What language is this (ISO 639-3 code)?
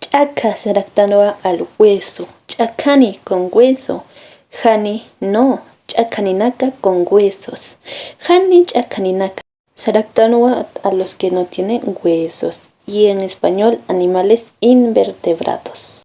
aym